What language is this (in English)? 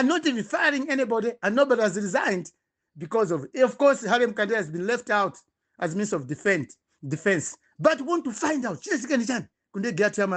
Nyanja